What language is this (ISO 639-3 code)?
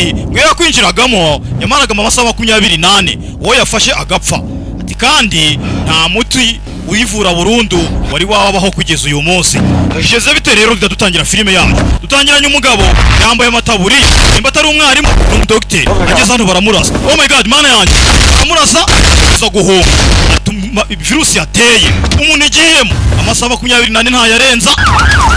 kin